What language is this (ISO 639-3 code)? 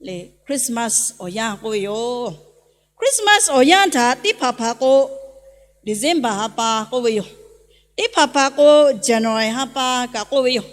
lhu